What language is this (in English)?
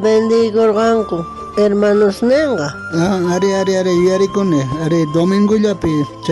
South Bolivian Quechua